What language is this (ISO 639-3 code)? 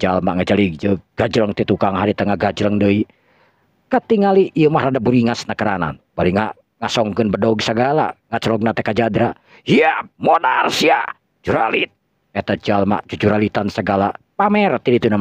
sun